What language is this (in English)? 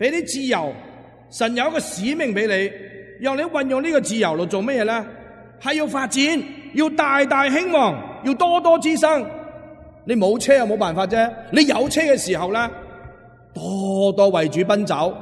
Cantonese